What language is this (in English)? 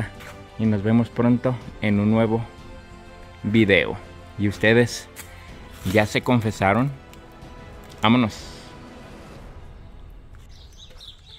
Spanish